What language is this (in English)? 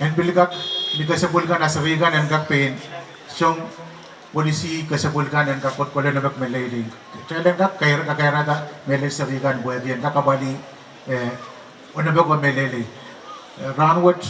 Pohnpeian